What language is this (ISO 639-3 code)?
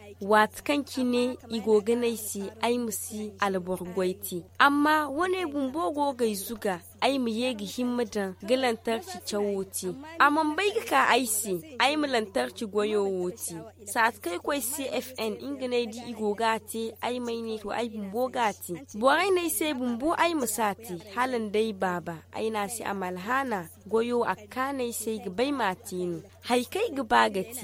dje